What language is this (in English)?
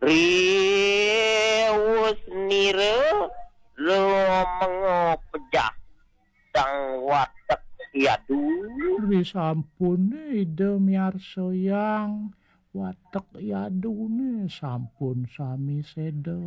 Balinese